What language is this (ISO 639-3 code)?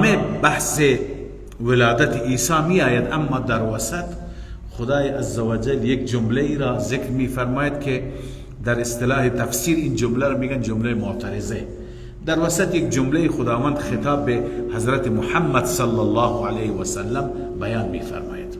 fas